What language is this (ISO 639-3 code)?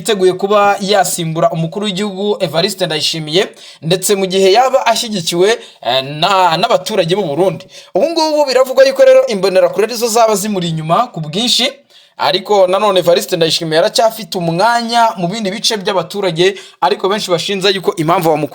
kin